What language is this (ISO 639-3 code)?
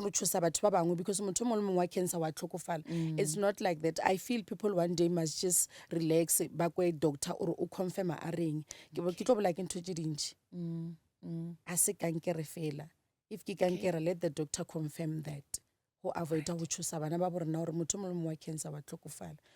nso